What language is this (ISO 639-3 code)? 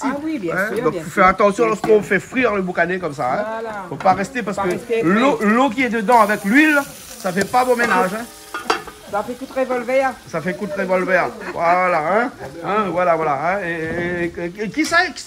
rcf